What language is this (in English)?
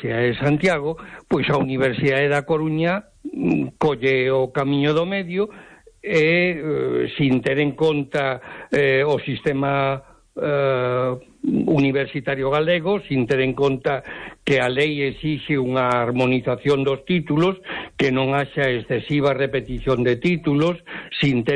Galician